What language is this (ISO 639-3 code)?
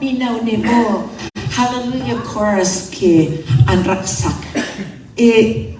cnh